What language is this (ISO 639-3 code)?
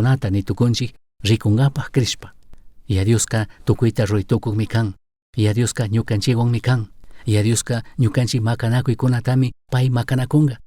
qug